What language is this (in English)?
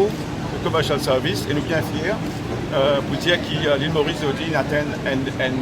Morisyen